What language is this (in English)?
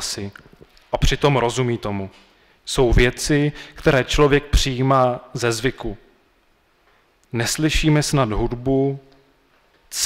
Czech